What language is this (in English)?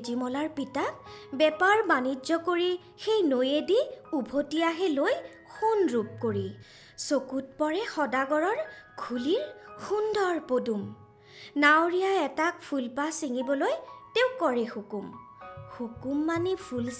Assamese